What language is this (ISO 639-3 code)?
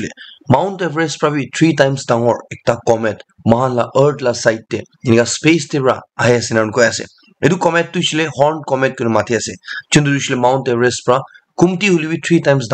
nag